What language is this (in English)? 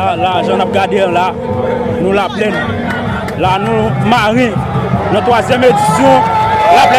Haitian Creole